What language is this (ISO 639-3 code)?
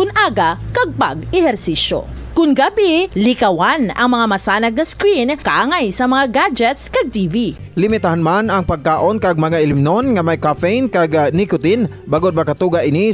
hil